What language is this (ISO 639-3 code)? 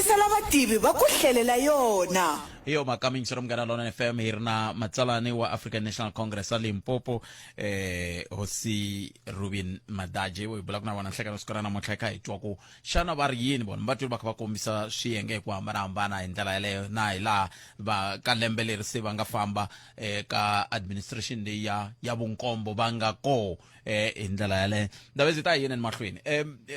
tso